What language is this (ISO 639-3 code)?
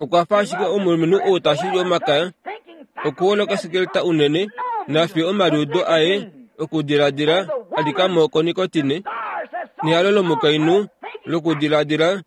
kua